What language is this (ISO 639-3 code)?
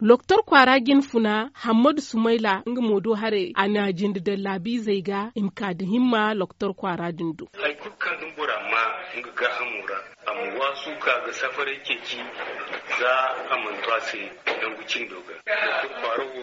dje